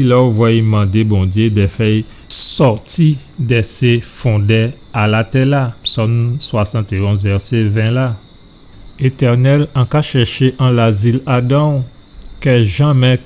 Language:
Guadeloupean Creole French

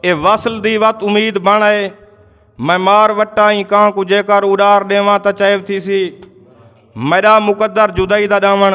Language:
Saraiki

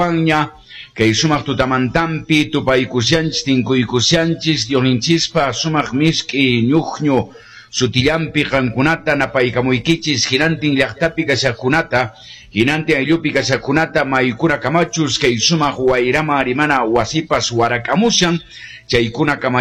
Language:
Quechua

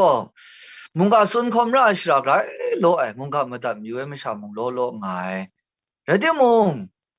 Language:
Kachin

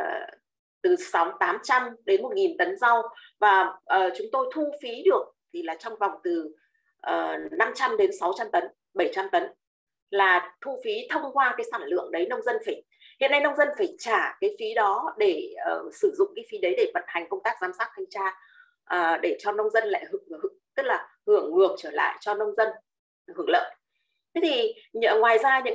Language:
Vietnamese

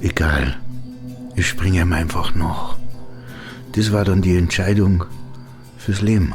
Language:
Bavarian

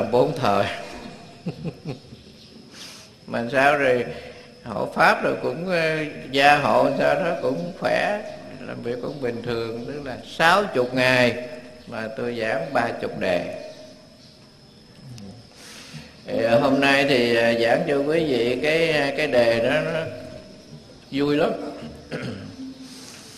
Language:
Vietnamese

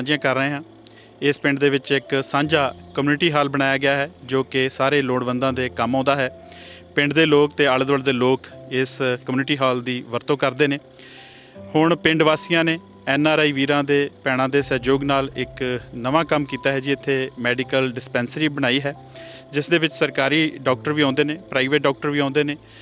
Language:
Punjabi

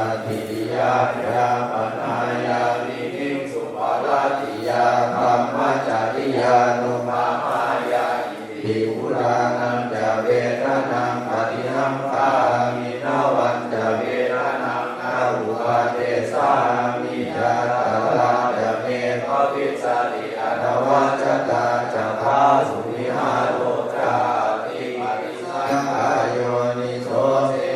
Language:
Pali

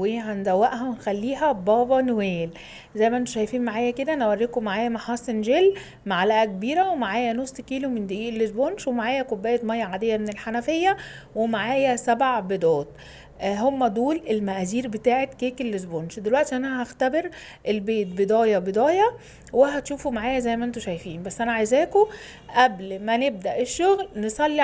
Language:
Egyptian Arabic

